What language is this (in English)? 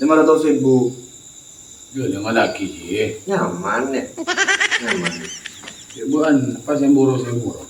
Madurese